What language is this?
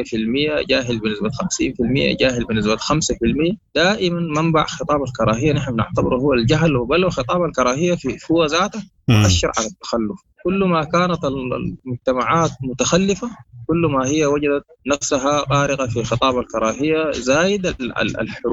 Sudanese Arabic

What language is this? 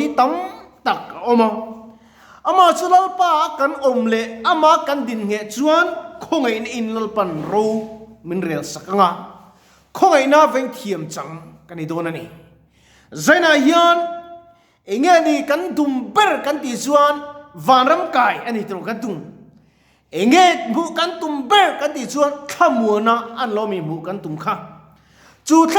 Mizo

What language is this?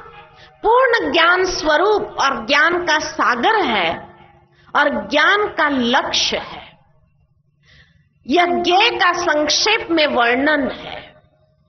Hindi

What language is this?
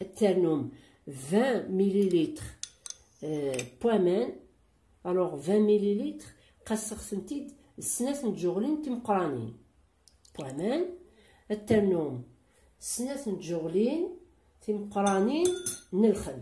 Kabyle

